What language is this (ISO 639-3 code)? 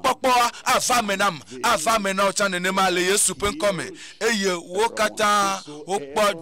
ewe